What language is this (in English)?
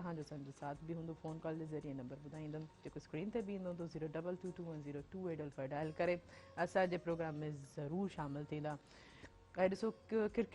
Sindhi